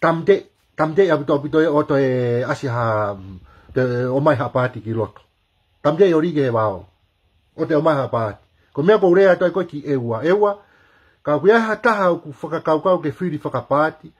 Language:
Tongan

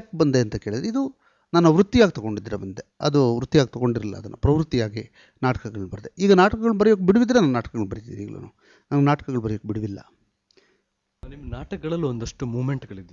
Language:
Kannada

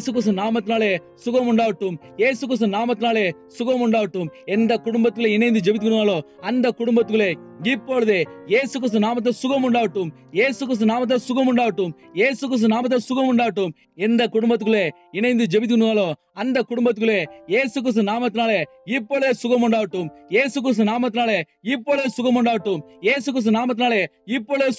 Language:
Tamil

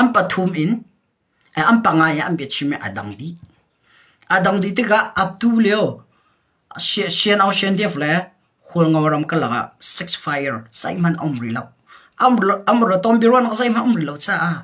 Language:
Hakha Chin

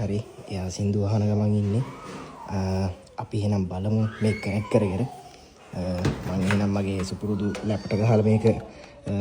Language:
Sinhala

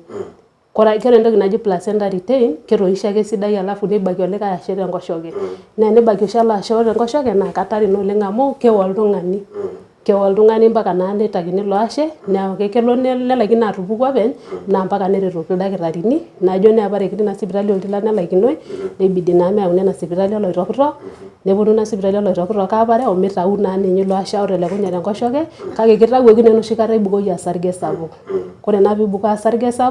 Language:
Masai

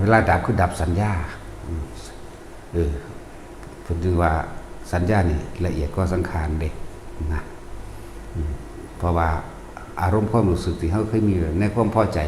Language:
Northeastern Thai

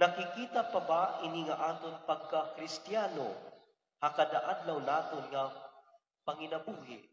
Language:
Waray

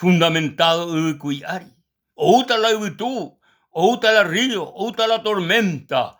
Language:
Guarani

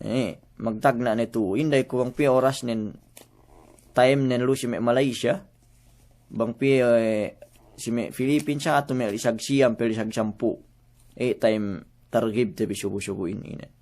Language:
Yakan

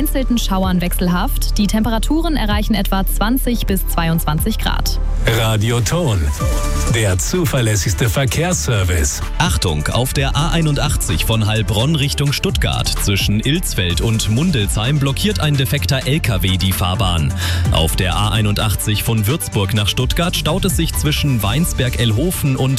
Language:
German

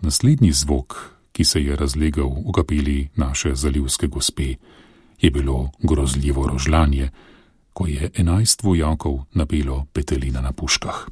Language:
Slovenian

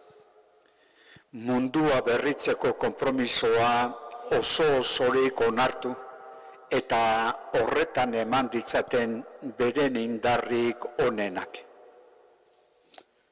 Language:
Basque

